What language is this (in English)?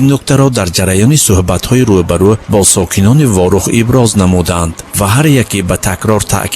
Tajik